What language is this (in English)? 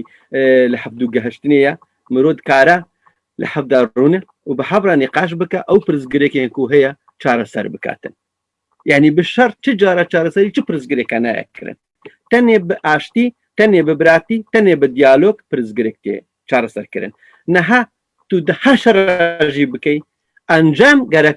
Kurdish